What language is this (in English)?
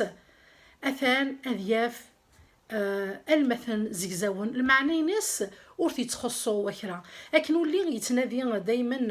Kabyle